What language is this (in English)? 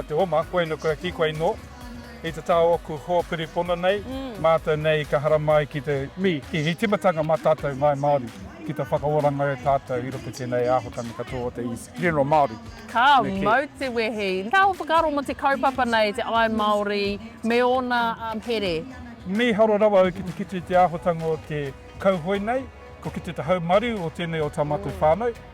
Māori